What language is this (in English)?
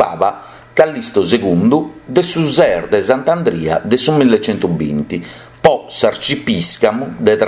Sardinian